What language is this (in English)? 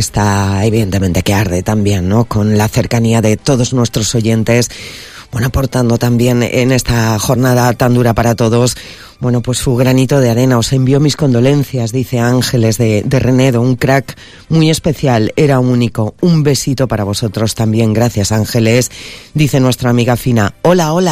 Spanish